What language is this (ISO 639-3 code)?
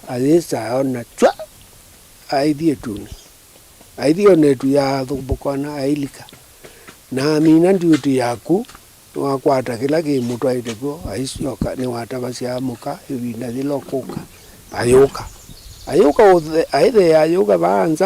kam